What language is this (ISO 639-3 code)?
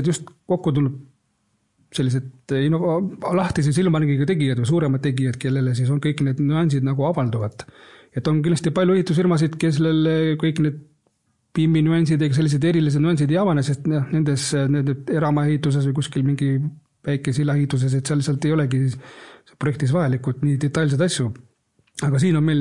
est